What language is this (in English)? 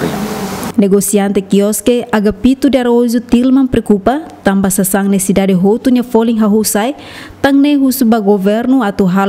Tetum